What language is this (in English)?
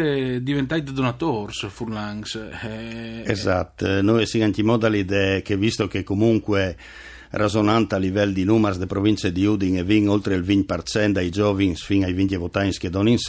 Friulian